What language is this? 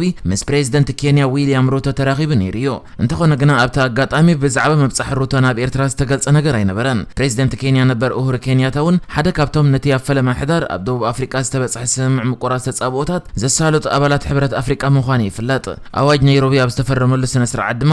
Tigrinya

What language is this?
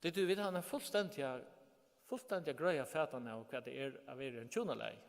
Faroese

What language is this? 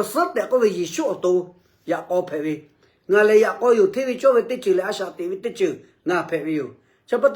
Lahu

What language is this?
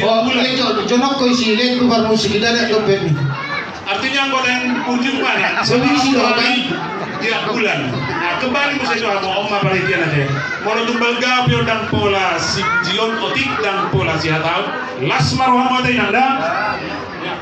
Batak Toba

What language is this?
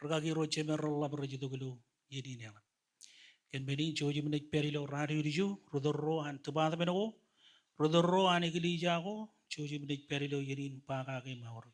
Marshallese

